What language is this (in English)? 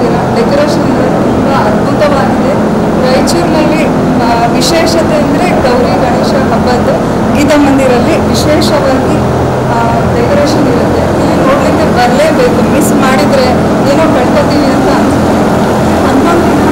Kannada